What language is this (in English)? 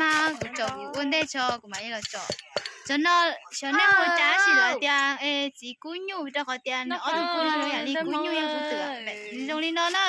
Hmong